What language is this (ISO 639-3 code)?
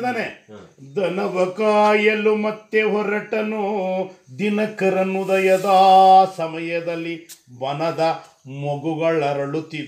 kan